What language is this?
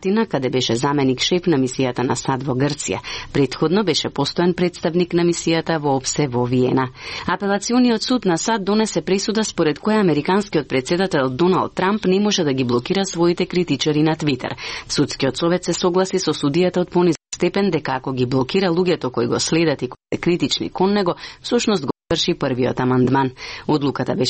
Macedonian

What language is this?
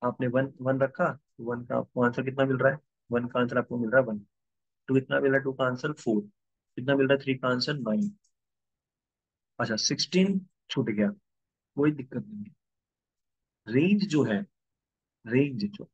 Hindi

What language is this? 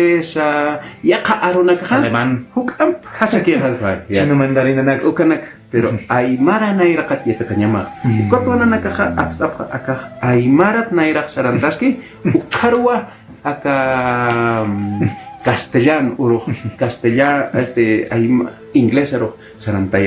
Aymara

